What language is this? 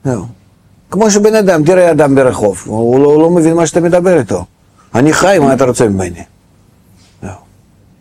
Hebrew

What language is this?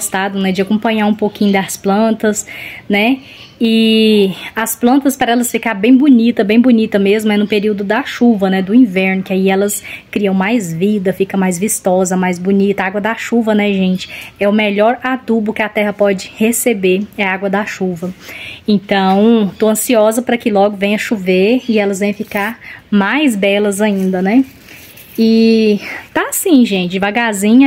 Portuguese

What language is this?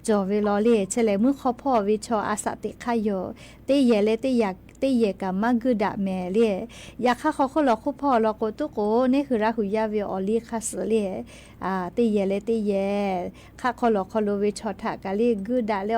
Lahu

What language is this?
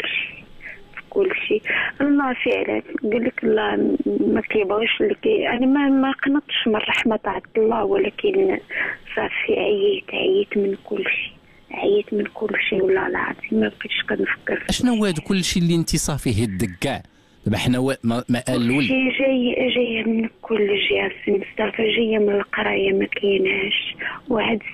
Moroccan Arabic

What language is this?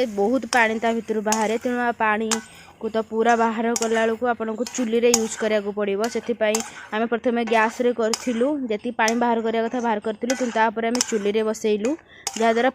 Odia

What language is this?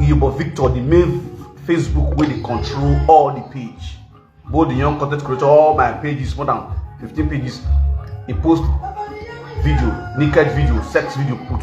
Nigerian Pidgin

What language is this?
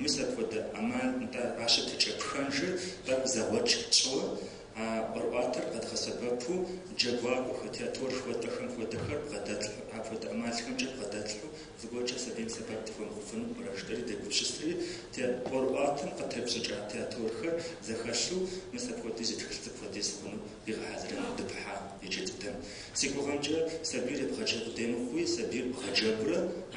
Kabardian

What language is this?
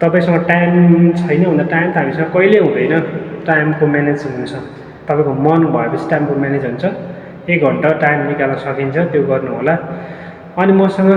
Nepali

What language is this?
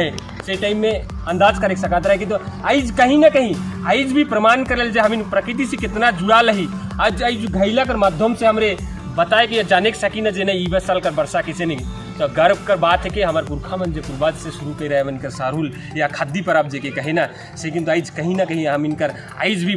Sadri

